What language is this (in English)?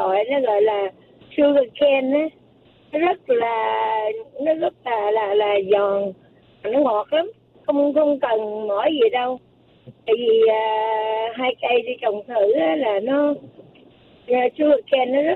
Vietnamese